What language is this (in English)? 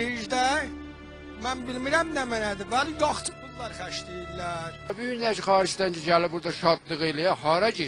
South Azerbaijani